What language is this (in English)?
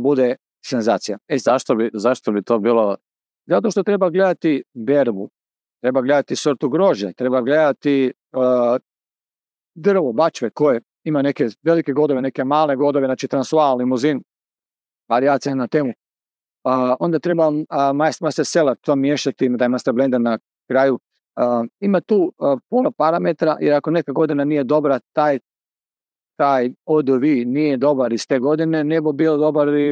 Croatian